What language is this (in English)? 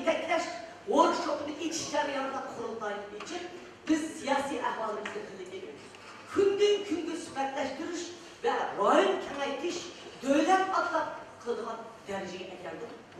Uyghur